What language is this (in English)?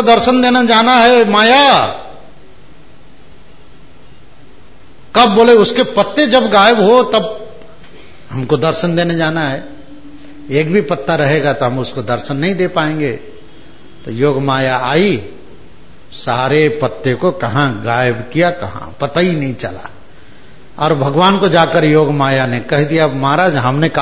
Hindi